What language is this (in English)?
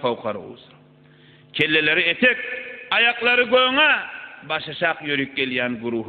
Turkmen